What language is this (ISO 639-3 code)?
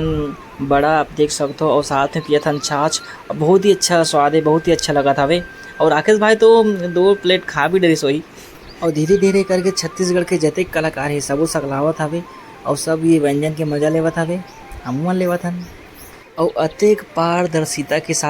hne